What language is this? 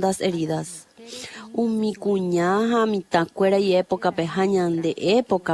Guarani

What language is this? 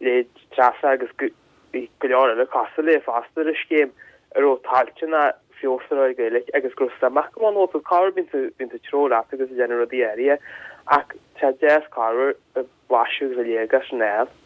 Irish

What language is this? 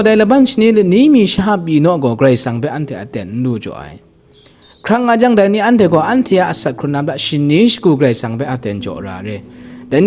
Kachin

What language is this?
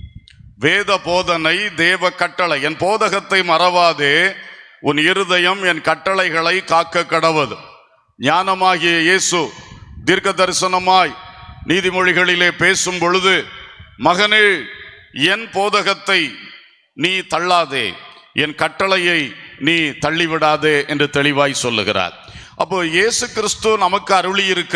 Tamil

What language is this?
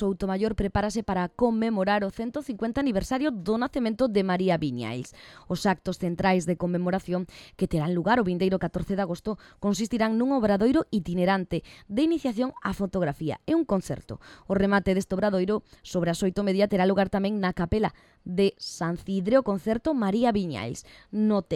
Galician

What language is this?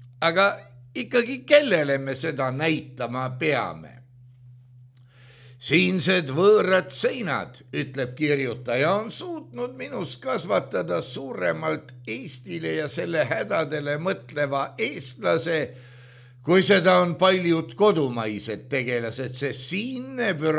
Estonian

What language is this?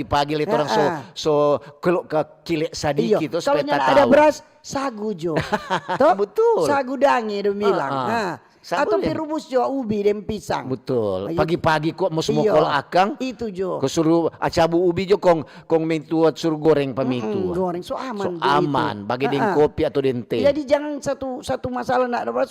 Manado Malay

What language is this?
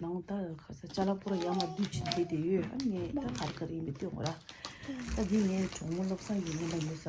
Tibetan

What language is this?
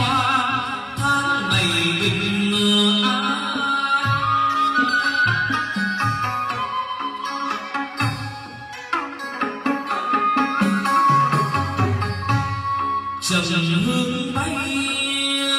Vietnamese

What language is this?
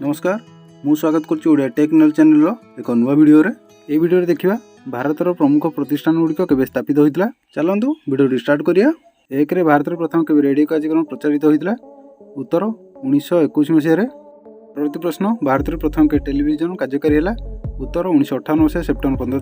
Odia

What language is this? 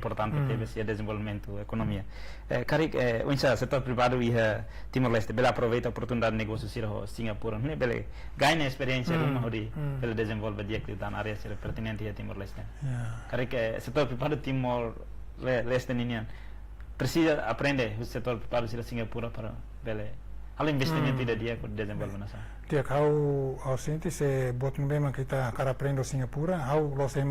Tetum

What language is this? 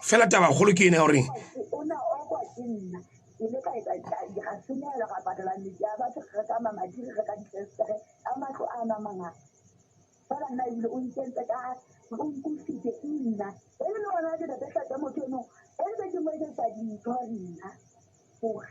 Southern Sotho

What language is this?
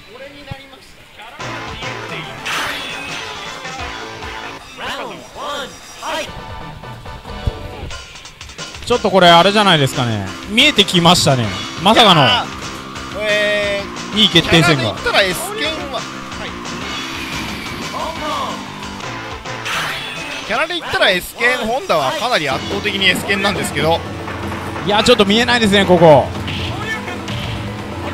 Japanese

